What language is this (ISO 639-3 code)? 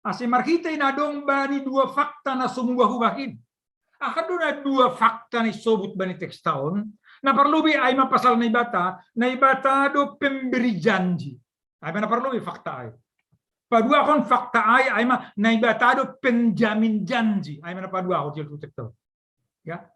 bts